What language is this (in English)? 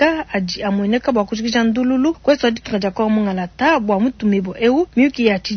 Luba-Lulua